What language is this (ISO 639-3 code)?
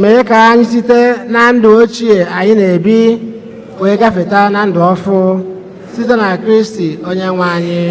ibo